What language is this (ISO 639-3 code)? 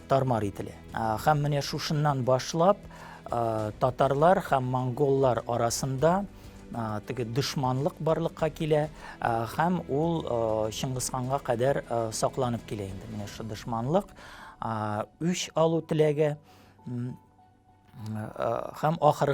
tat